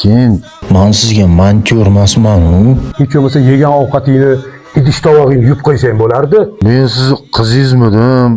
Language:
Uzbek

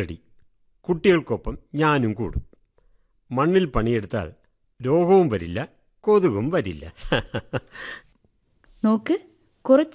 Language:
Malayalam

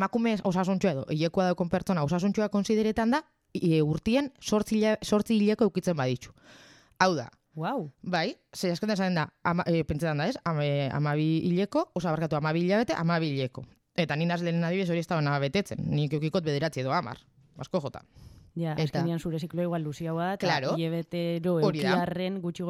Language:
Basque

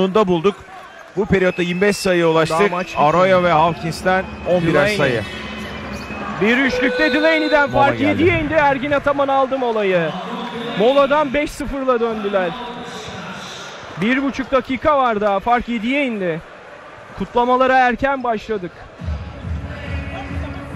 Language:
Turkish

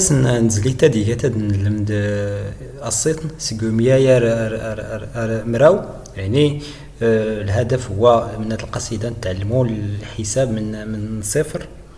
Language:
Moroccan Arabic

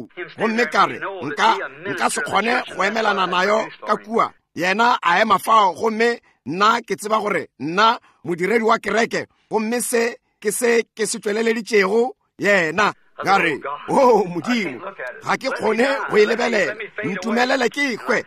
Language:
Northern Sotho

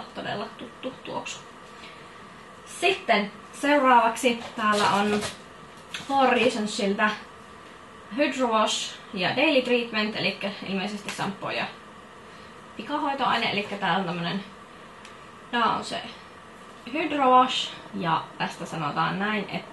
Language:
Finnish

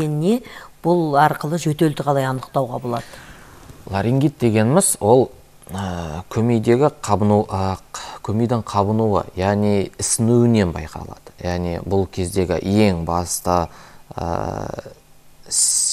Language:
Kazakh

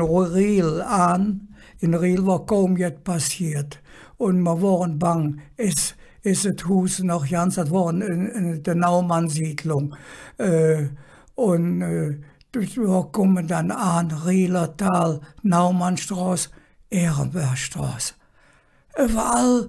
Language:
Colognian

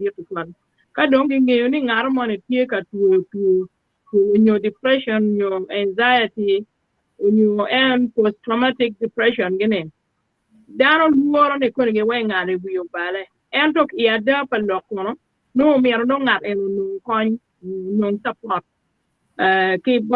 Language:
Acoli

